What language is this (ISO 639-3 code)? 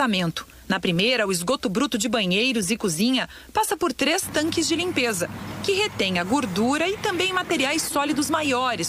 por